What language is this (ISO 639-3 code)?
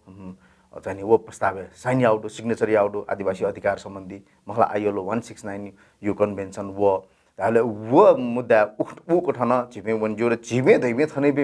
new